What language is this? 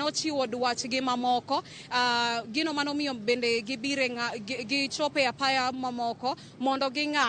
Luo (Kenya and Tanzania)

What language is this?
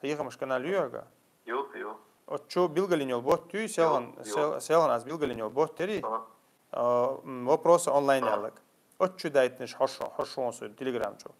Chechen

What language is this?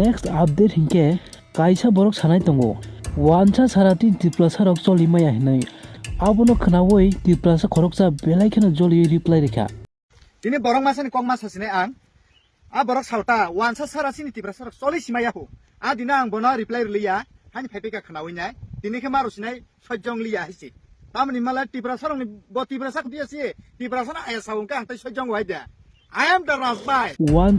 Kok Borok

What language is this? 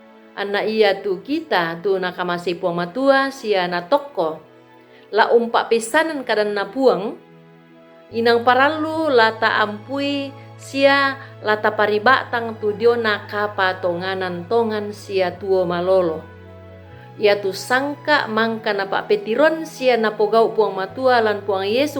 Toraja-Sa'dan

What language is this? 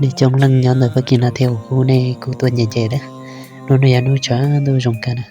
Hmong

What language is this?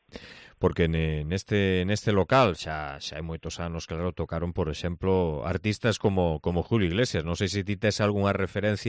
Galician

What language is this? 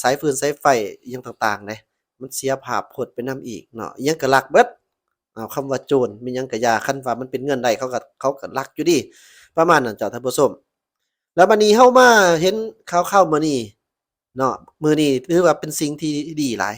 Lao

